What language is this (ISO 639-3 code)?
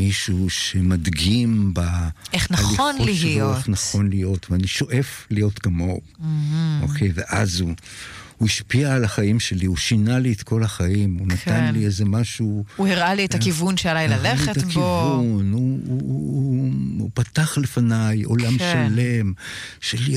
heb